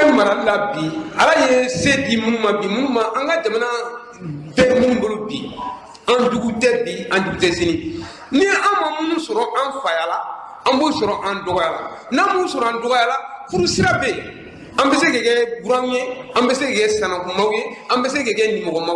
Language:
Bambara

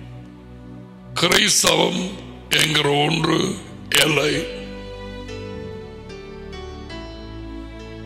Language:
Tamil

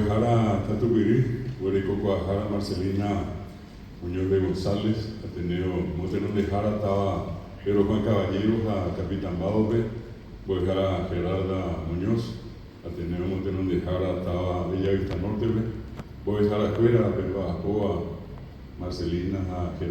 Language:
Guarani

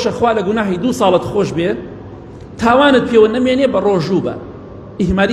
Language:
Central Kurdish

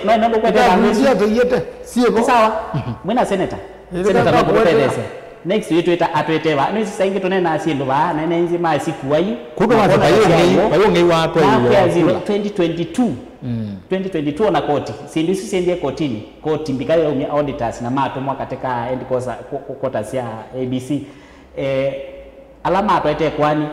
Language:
Kamba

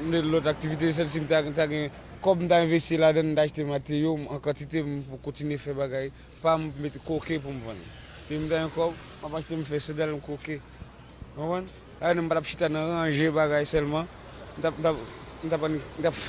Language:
Haitian Creole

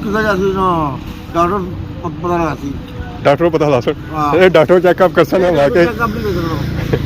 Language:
Pahari-Potwari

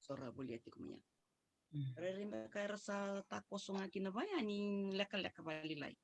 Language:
Fijian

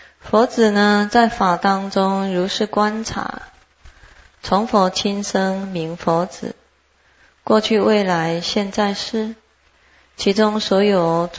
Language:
Chinese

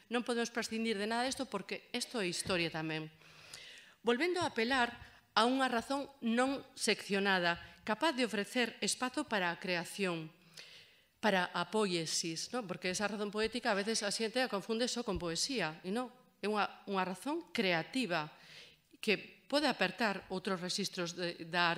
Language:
Galician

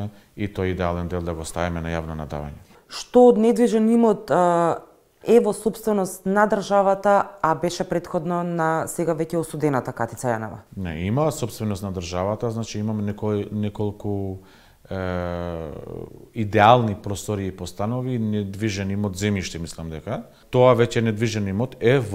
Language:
Macedonian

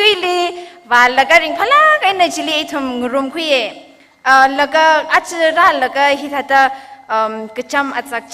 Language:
Tangkhul Naga (India)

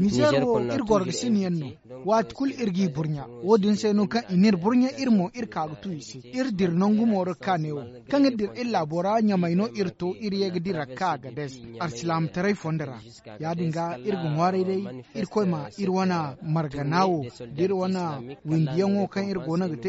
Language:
Zarma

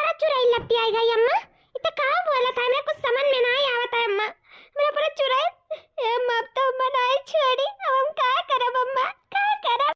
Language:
Awadhi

